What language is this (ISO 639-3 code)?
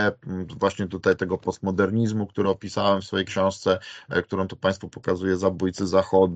pol